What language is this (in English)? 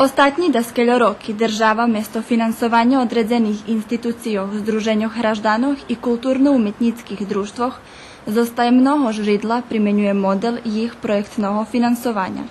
Rusyn